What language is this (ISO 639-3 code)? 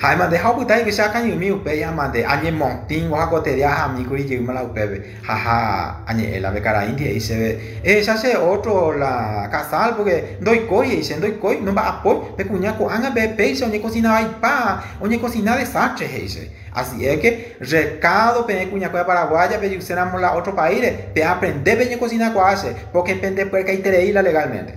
grn